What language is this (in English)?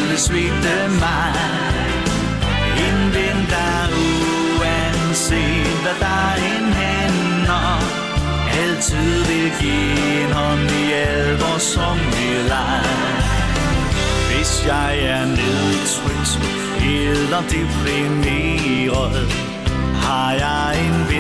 Danish